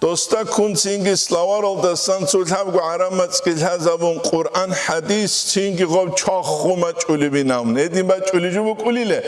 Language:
Avaric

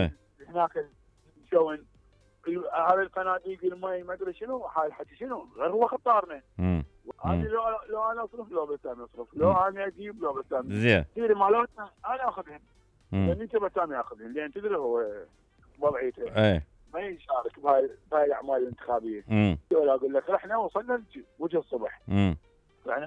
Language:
Mesopotamian Arabic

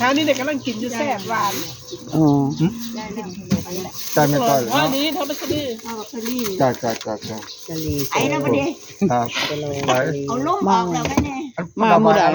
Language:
Northeastern Thai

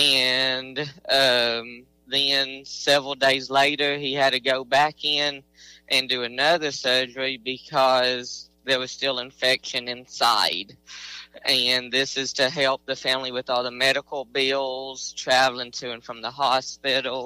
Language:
English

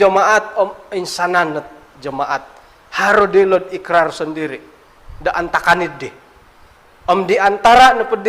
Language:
Central Dusun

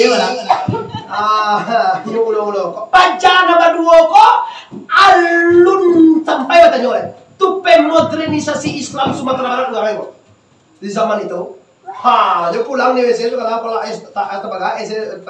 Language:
Minangkabau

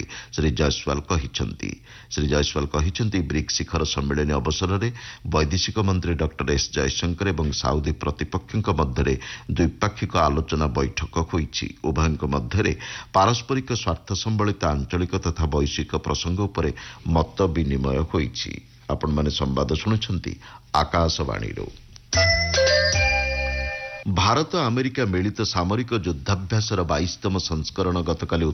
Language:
Odia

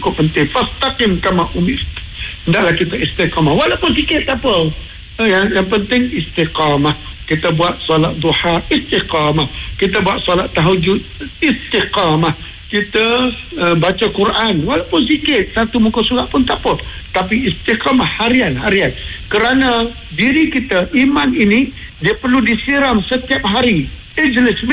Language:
Malay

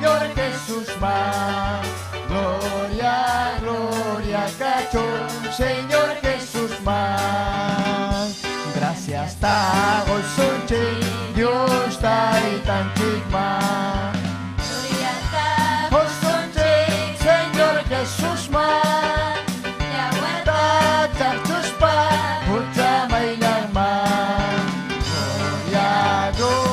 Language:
Ayacucho Quechua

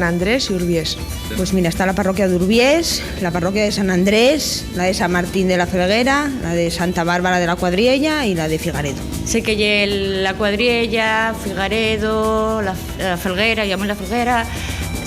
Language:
Asturian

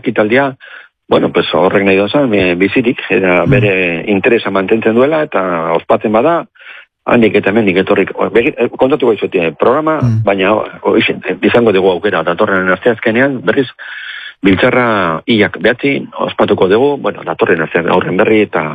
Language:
Basque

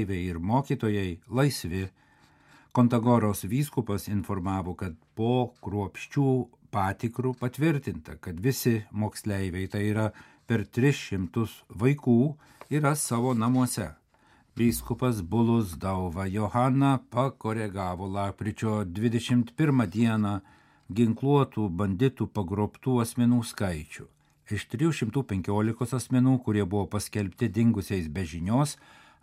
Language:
Lithuanian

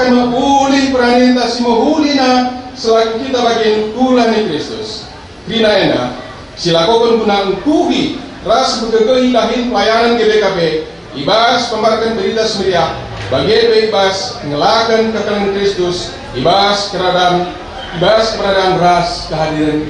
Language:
Batak Karo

